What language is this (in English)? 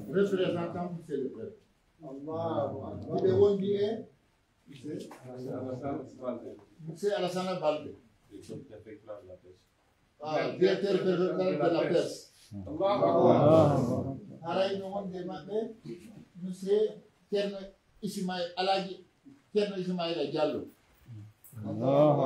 Pular